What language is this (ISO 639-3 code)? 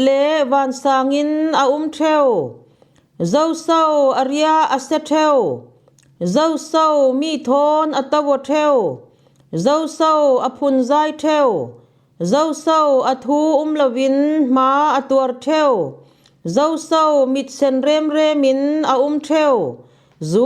cfm